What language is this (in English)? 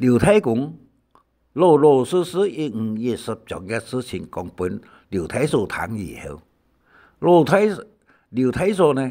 Hakka Chinese